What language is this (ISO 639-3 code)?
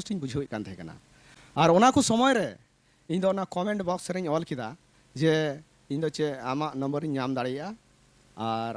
sat